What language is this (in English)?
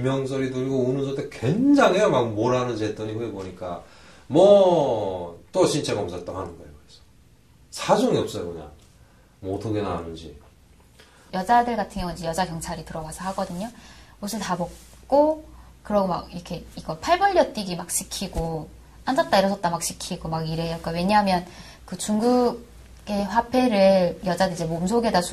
Korean